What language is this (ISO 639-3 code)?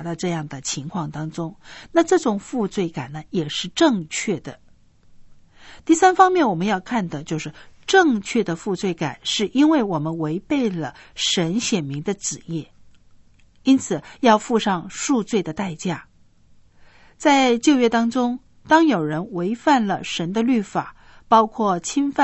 zho